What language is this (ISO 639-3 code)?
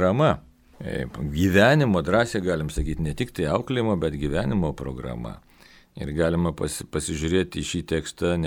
lit